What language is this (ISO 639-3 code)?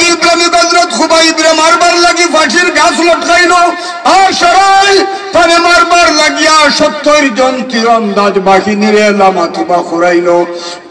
syl